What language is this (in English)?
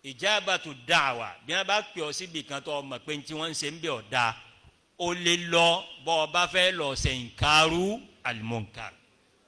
Yoruba